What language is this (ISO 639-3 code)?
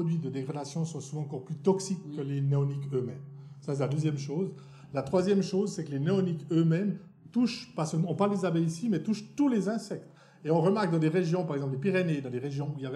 fra